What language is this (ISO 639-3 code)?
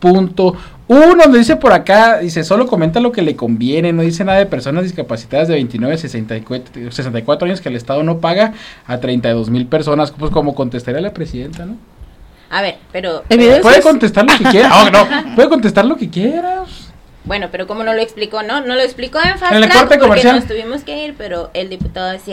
spa